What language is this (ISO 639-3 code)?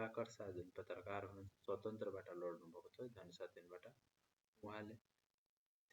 nep